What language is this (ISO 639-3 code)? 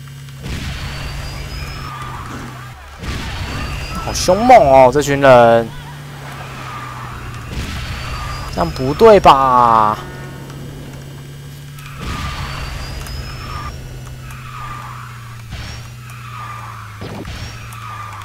zho